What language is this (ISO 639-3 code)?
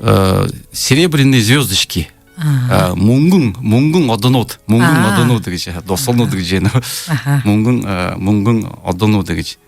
bua